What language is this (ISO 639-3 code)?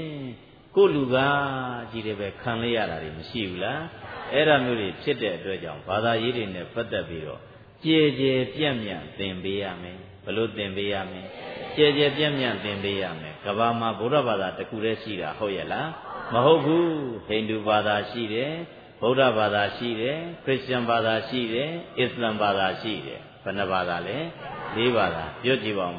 mya